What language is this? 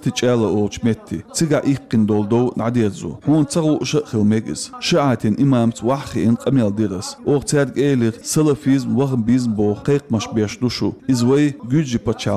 Chechen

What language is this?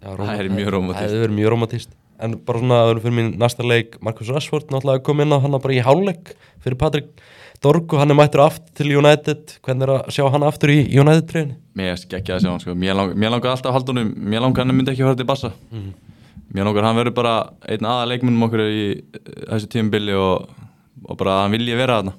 Icelandic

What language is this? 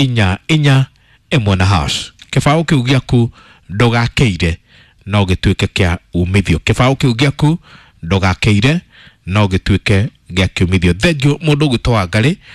Kikuyu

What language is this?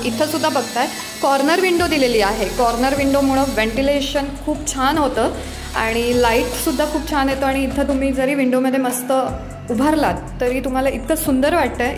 Marathi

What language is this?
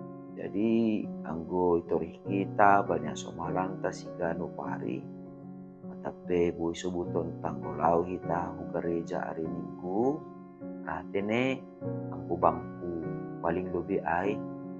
Batak Simalungun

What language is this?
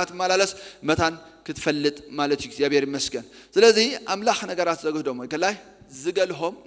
Tigrinya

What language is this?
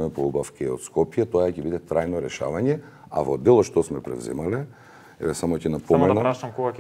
Macedonian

